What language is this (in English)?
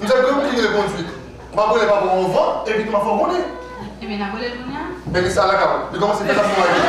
Haitian Creole